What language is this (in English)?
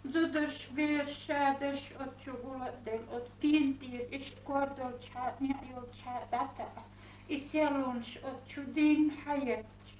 Chechen